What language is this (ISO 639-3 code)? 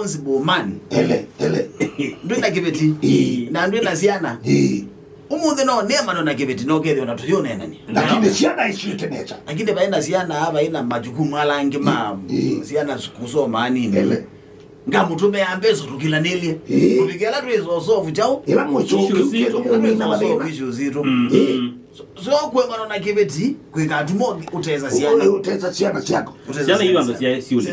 kam